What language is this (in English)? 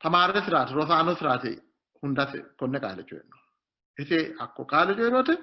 Sidamo